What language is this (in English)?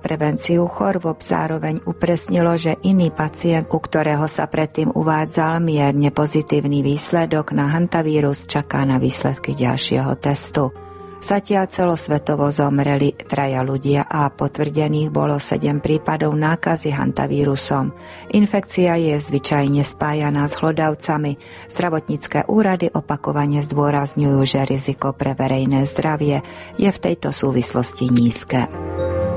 Slovak